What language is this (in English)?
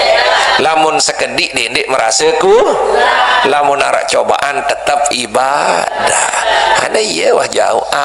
Sasak